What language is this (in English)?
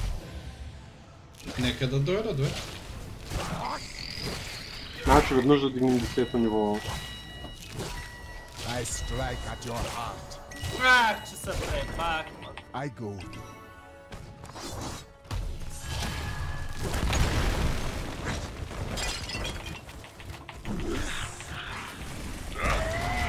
Bulgarian